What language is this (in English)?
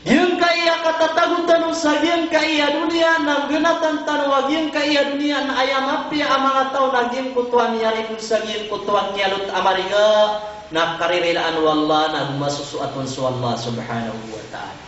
Maranao